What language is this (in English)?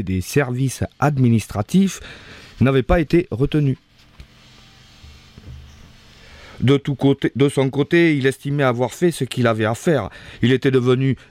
French